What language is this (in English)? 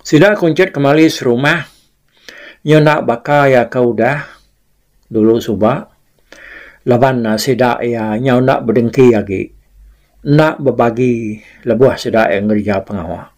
Iban